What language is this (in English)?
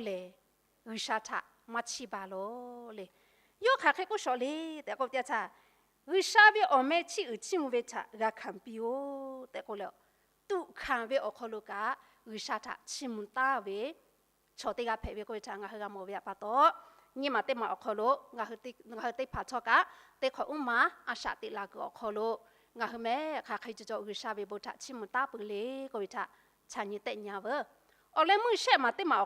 Lahu